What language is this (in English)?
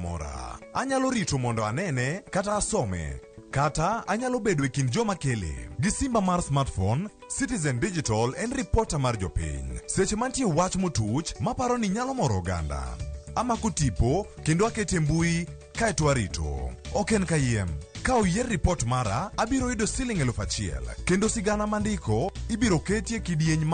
Luo (Kenya and Tanzania)